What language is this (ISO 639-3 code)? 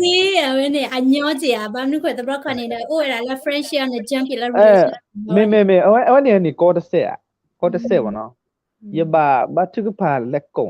ksw